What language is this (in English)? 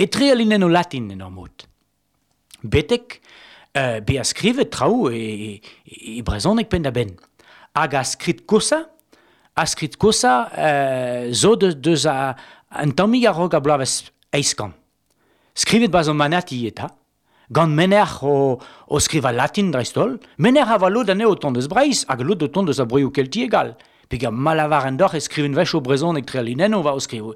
Breton